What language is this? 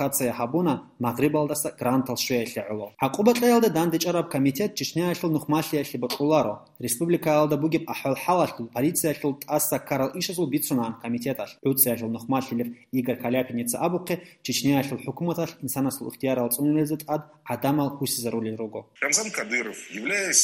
Avaric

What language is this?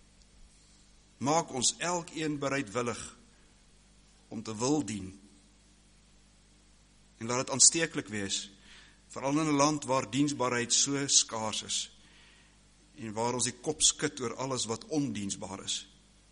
Afrikaans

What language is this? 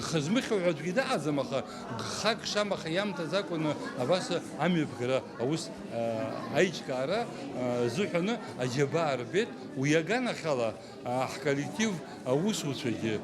Abkhazian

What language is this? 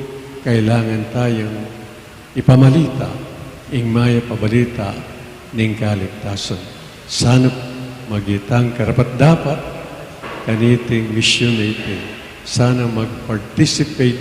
Pampanga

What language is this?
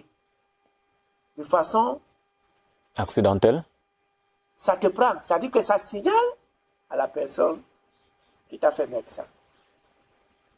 French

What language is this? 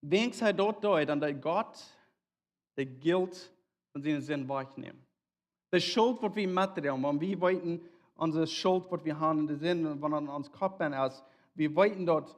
Plautdietsch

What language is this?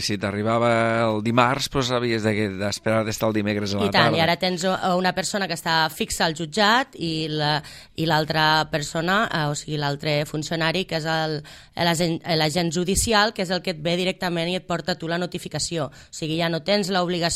Catalan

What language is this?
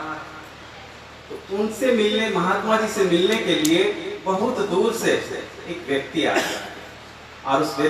Hindi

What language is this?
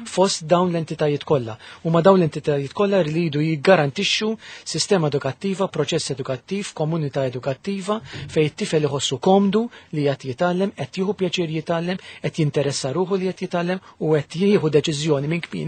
Maltese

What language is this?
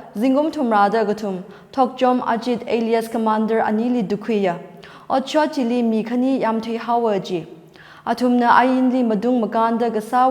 Tangkhul Naga (India)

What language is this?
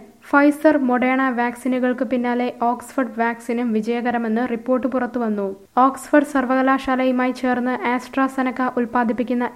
Malayalam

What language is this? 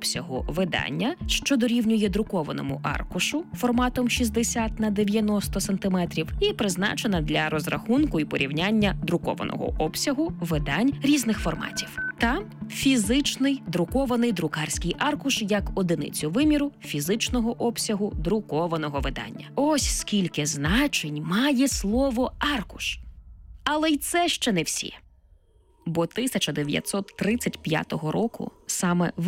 Ukrainian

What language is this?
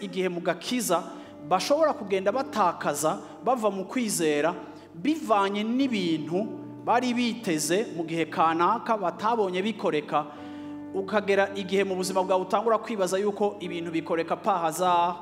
Rundi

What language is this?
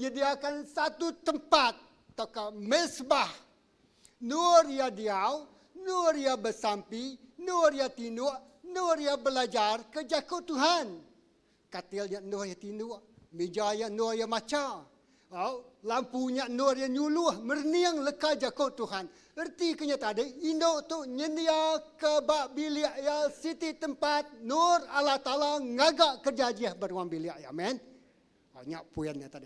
Iban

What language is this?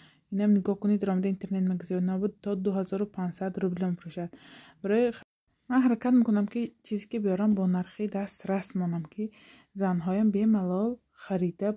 Tajik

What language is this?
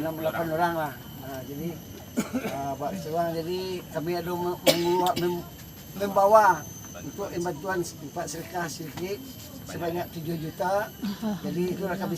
Minangkabau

